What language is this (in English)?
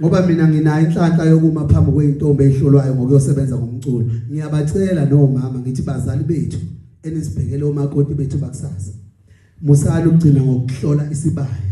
Zulu